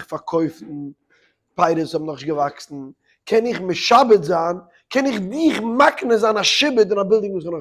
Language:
Yiddish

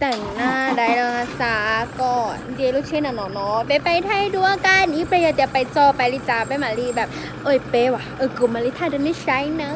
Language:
Hmong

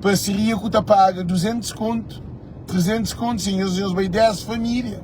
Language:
Kabuverdianu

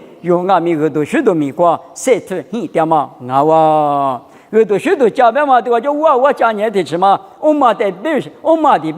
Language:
Lisu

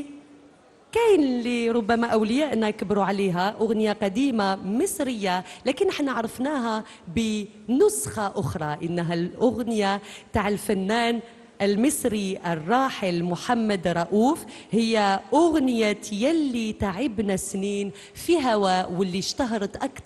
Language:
Algerian Arabic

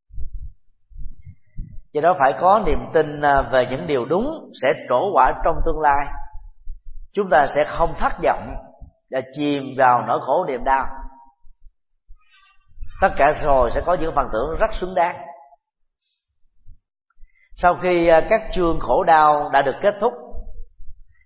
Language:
Vietnamese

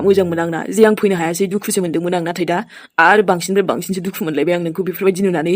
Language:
Bodo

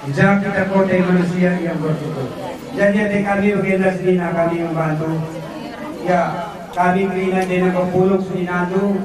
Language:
Batak Karo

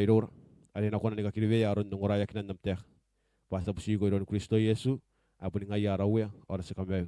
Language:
Gilbertese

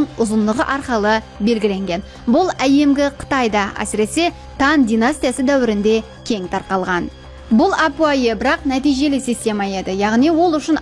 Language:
Kara-Kalpak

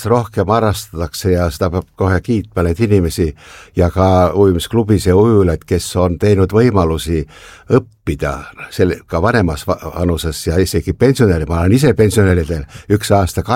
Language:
Estonian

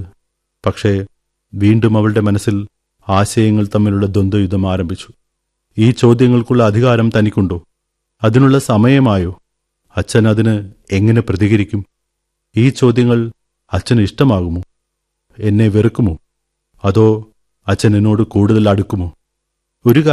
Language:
Malayalam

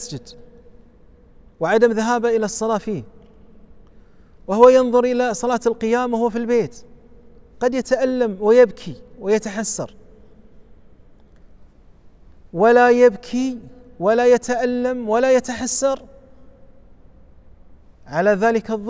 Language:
Arabic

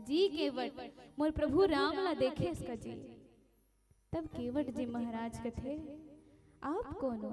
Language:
Chhattisgarhi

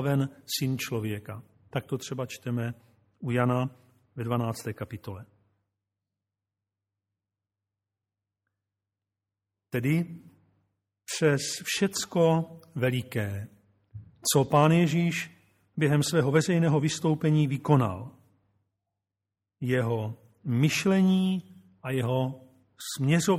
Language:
Czech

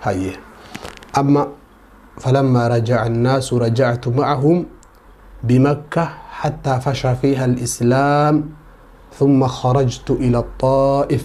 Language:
Oromo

